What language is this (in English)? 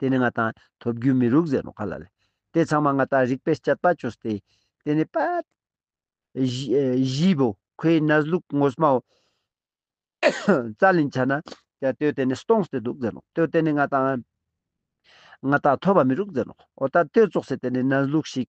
Ladakhi